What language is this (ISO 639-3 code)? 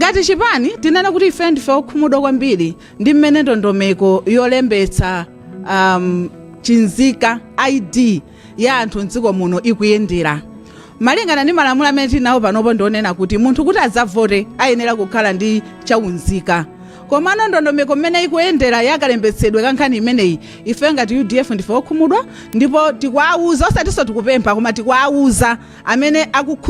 nya